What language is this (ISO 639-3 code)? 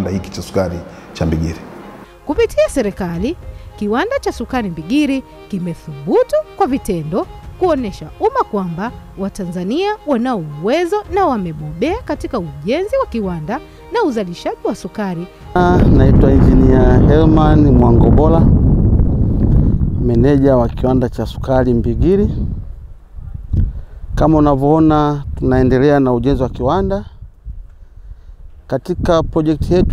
swa